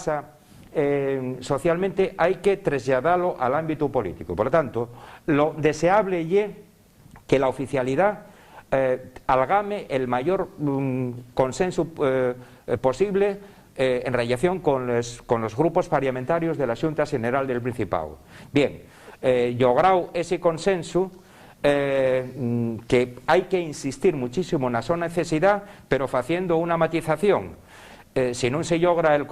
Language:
Asturian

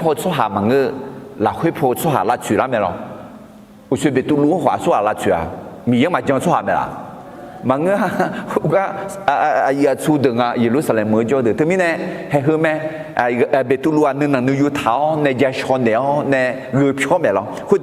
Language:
Akha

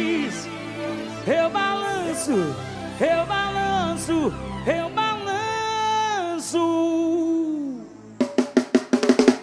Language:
Portuguese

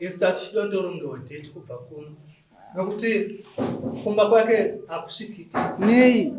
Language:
Shona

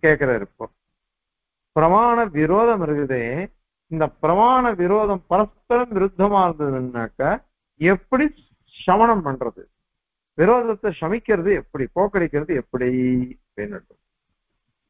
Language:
Tamil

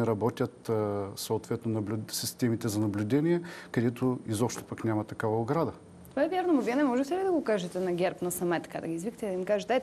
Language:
Bulgarian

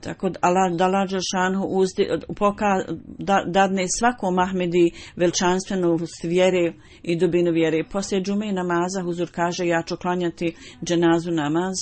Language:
Bosnian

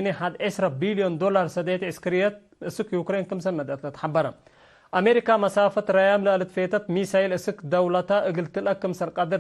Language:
Tigre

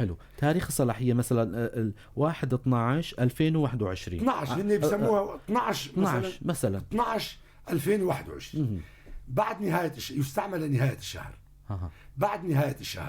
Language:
North Levantine Arabic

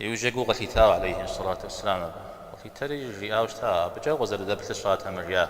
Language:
Kabardian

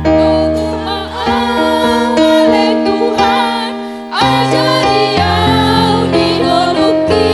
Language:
Batak Toba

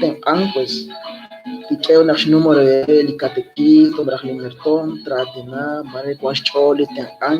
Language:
Kekchí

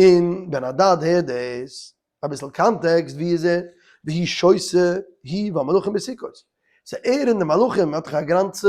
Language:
Yiddish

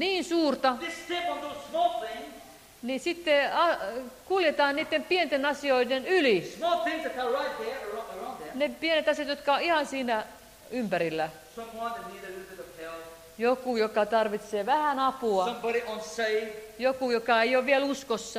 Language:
Finnish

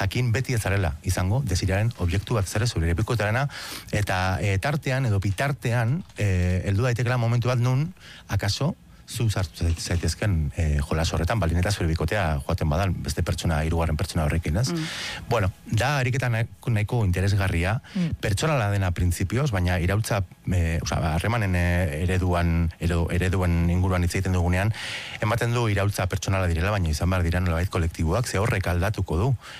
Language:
Basque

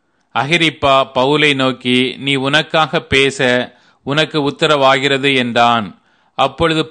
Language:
Tamil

